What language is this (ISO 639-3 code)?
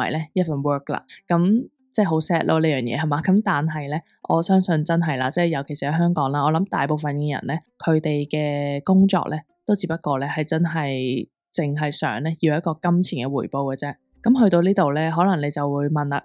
yue